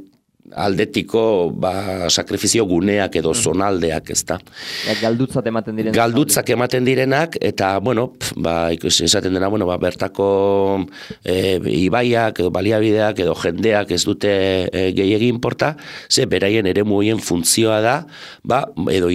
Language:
Basque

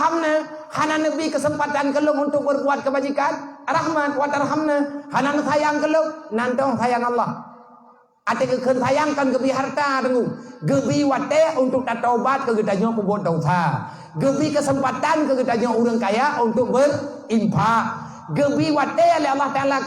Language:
Achinese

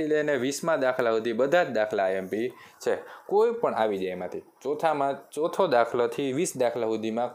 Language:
Gujarati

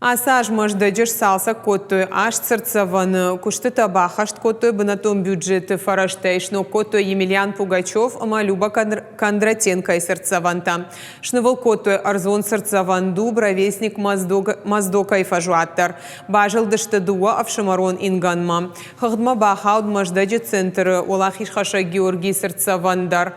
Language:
Ossetic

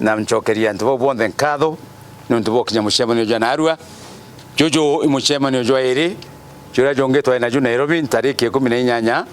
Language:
Meru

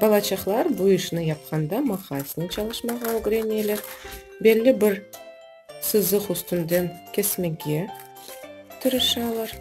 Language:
Crimean Tatar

